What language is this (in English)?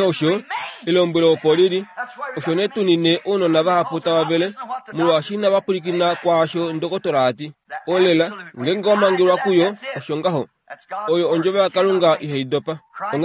Kuanyama